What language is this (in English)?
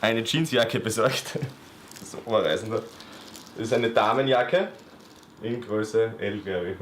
Bavarian